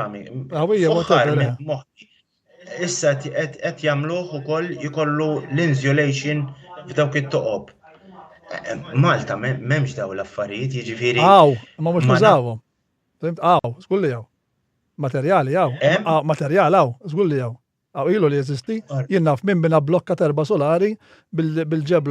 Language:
Maltese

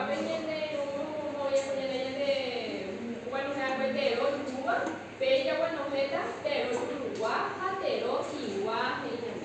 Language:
Guarani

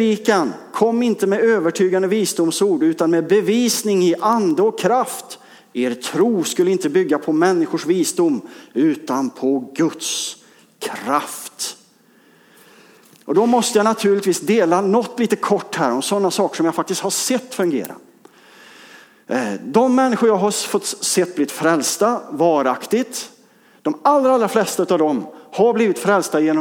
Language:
Swedish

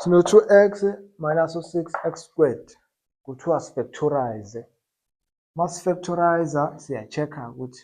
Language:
Zulu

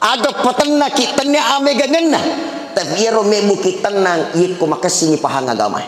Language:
Buginese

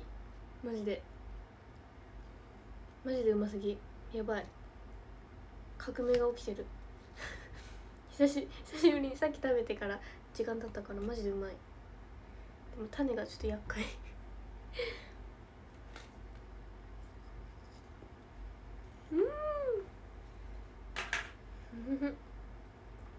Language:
Japanese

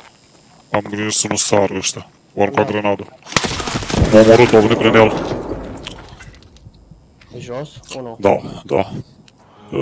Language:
Romanian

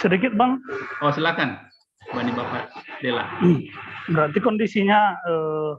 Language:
Batak Simalungun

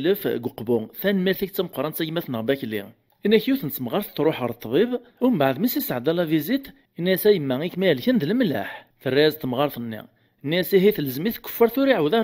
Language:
Kabyle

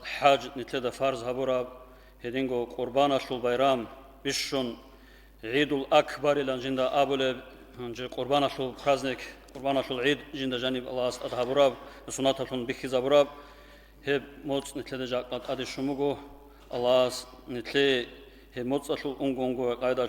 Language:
Avaric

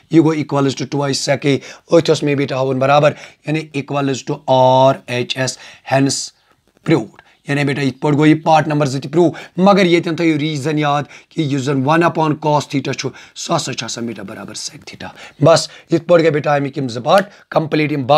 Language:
Kashmiri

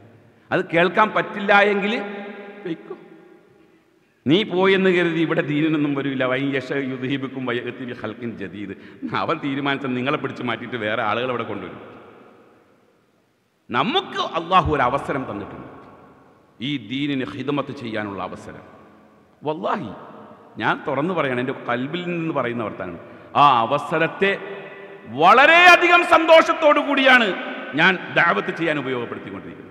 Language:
Malayalam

